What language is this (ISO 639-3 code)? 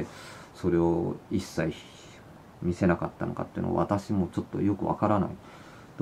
jpn